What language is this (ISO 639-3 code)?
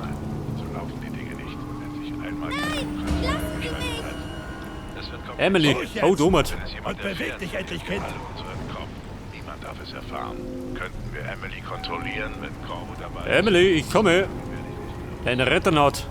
bar